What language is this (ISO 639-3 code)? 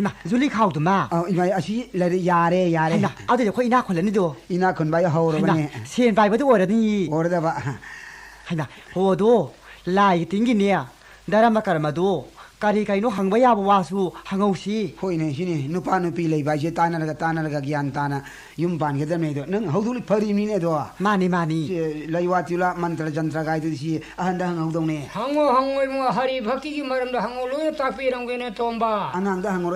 mni